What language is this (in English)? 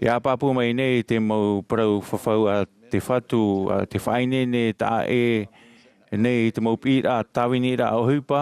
Tahitian